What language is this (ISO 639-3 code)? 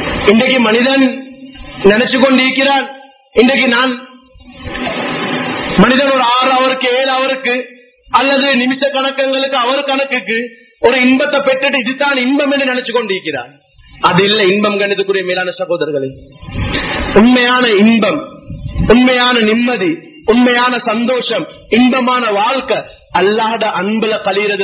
tam